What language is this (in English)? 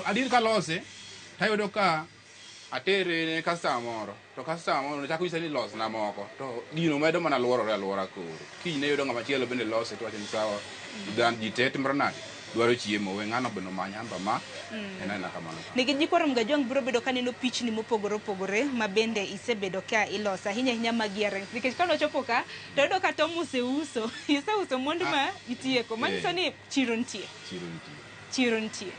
Luo (Kenya and Tanzania)